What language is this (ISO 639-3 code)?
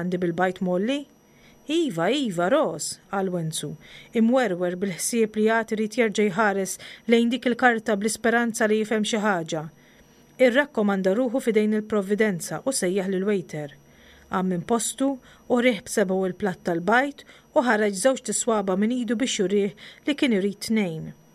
mlt